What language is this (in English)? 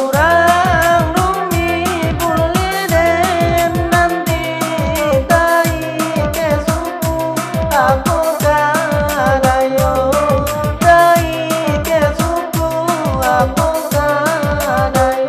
Minangkabau